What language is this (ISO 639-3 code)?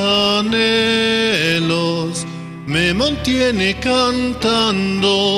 aym